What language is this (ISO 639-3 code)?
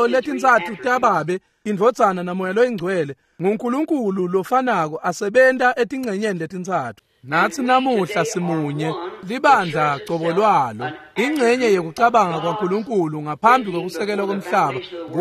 ssw